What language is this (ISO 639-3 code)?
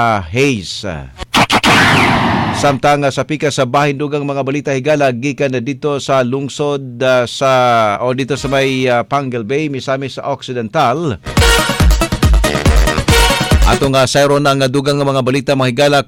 ceb